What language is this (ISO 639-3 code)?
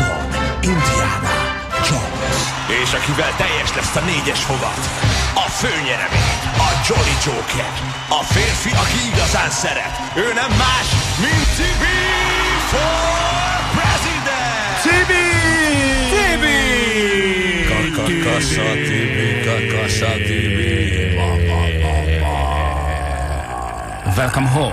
hun